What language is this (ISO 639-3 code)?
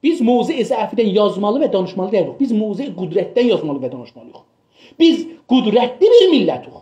azb